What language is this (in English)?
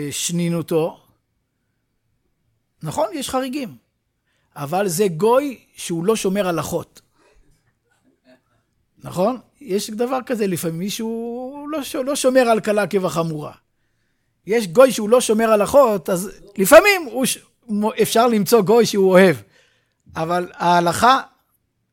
Hebrew